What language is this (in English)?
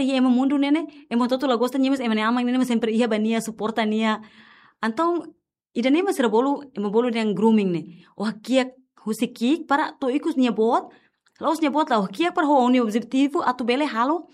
Tetum